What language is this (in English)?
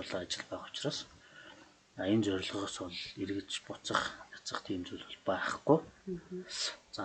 Mongolian